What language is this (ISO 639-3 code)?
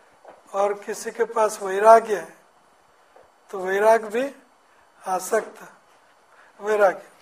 hin